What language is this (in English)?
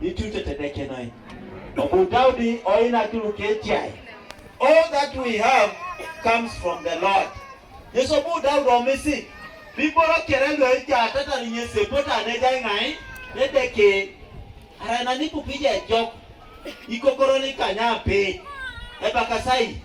Teso